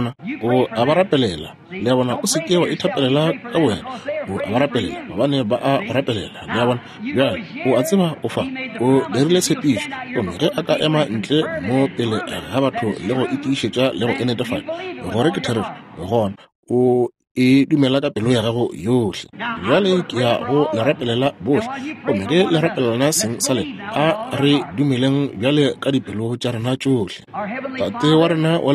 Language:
Northern Sotho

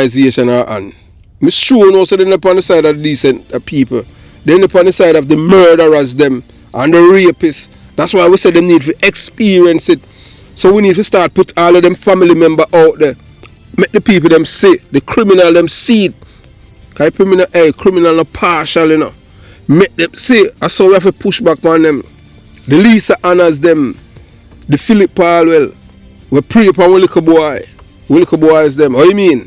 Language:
Jamaican Creole English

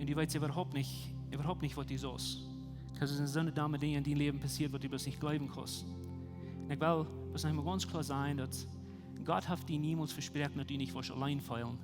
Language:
Plautdietsch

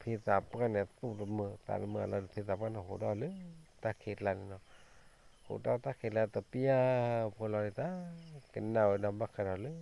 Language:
S'gaw Karen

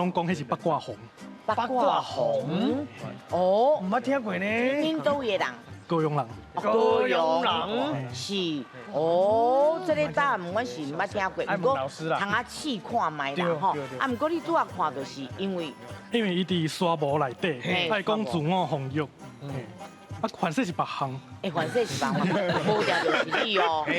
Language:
Min Nan Chinese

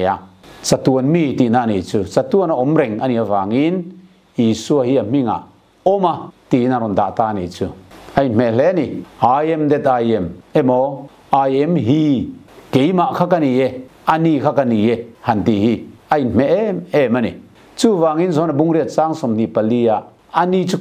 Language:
Mizo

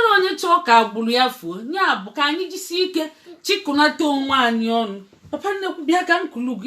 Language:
Igbo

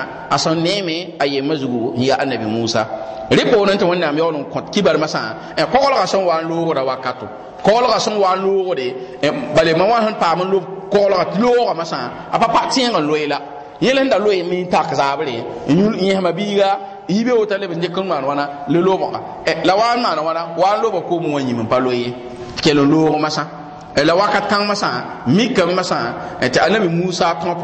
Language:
Mossi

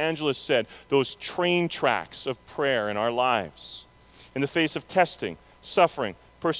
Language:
English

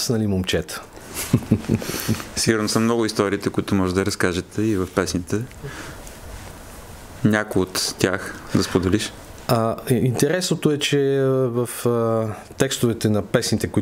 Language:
Bulgarian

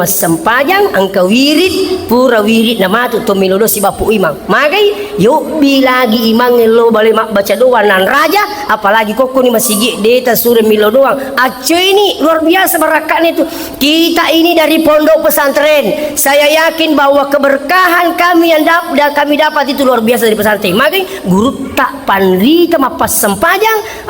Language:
Buginese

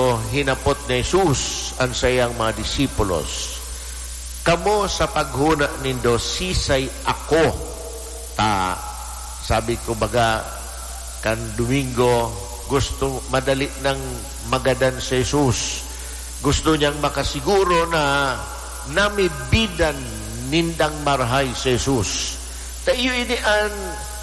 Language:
Bikol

